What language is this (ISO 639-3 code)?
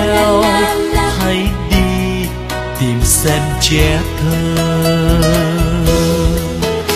vie